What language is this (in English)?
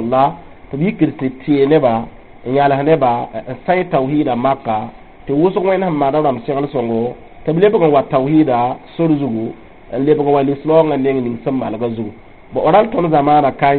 Mossi